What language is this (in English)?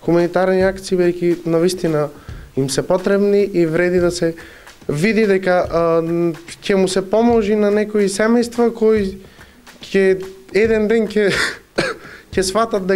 Macedonian